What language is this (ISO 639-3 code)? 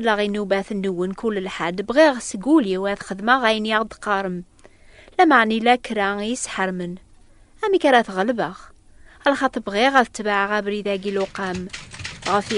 kab